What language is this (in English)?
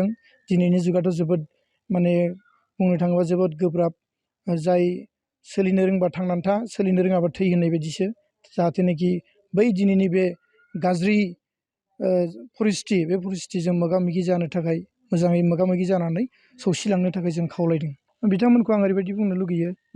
Bodo